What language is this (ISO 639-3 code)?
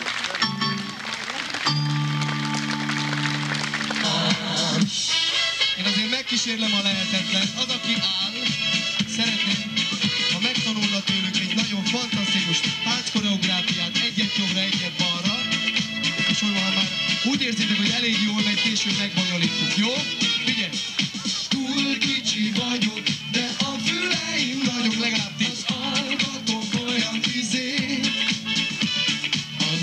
hun